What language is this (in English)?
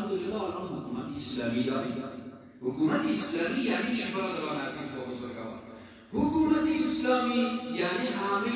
Persian